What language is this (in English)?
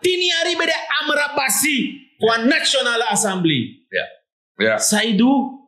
Sranan Tongo